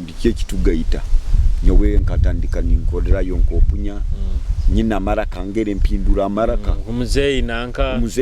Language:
Nyoro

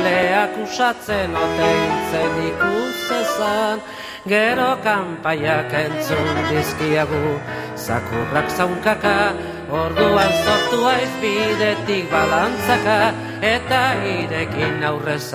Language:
Basque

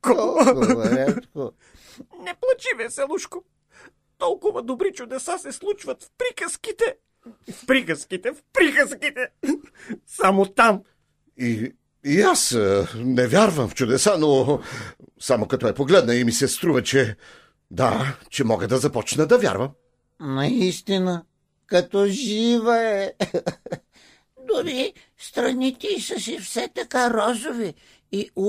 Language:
Bulgarian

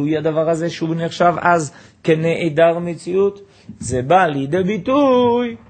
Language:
Hebrew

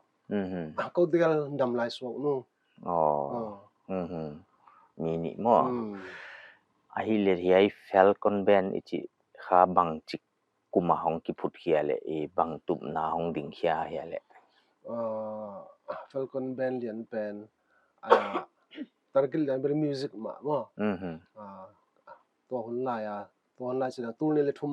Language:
Paite Chin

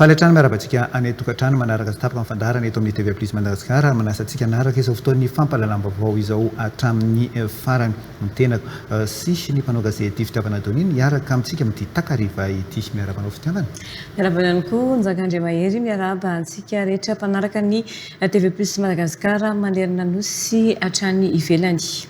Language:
Malagasy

